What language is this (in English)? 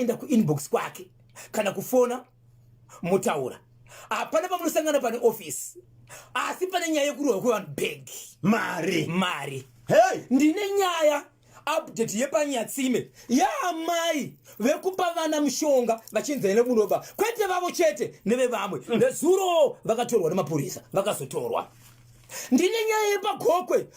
Shona